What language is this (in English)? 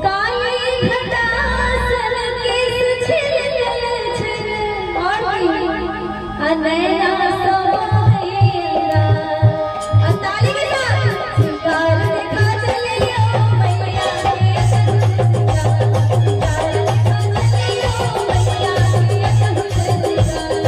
Maithili